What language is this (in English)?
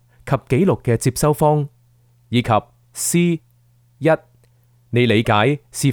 Cantonese